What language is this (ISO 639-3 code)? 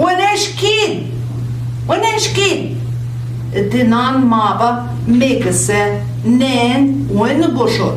ojc